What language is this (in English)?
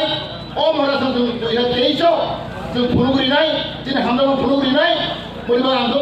Kok Borok